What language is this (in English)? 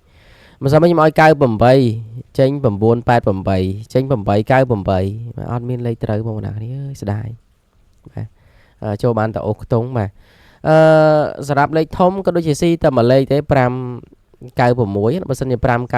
Khmer